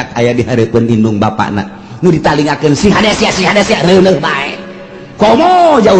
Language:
Sundanese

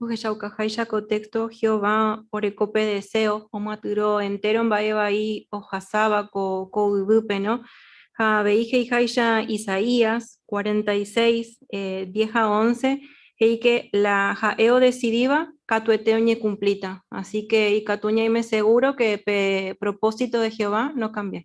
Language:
Guarani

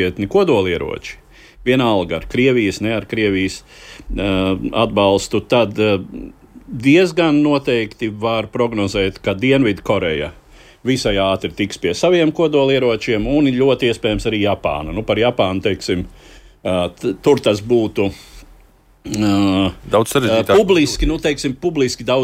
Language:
Latvian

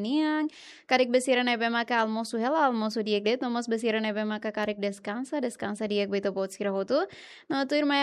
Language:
Tetum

